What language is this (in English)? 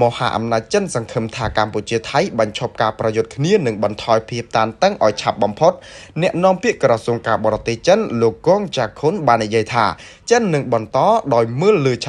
Khmer